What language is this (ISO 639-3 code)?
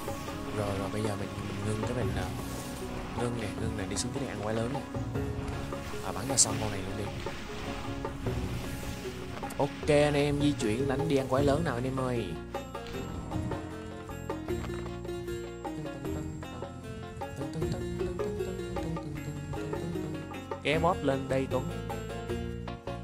vie